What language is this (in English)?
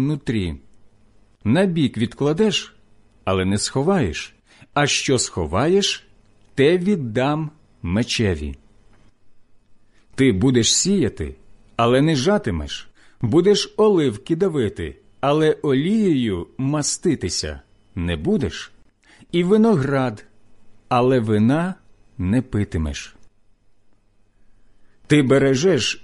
Ukrainian